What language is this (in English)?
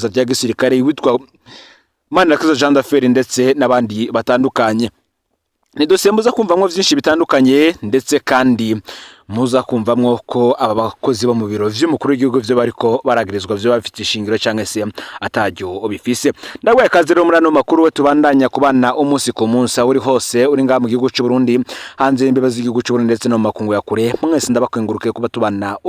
Rundi